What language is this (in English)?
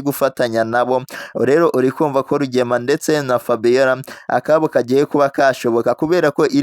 Kinyarwanda